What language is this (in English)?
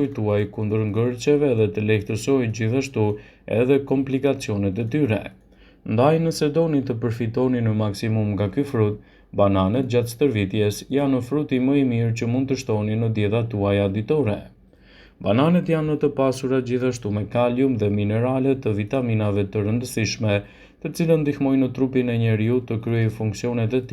Albanian